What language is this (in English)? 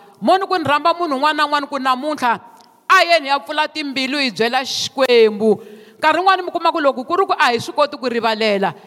Tsonga